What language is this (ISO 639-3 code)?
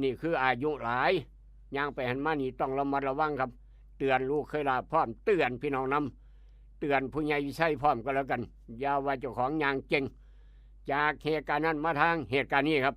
tts